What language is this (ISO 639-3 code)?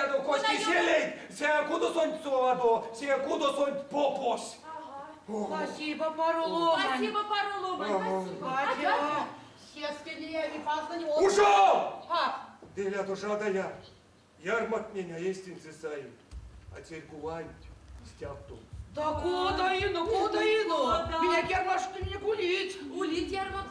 myv